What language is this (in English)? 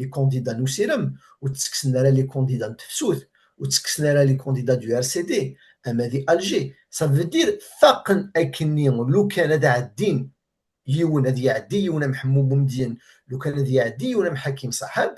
Kabyle